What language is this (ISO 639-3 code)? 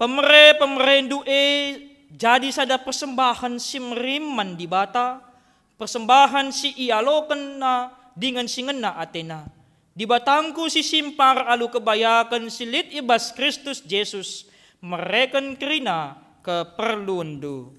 btx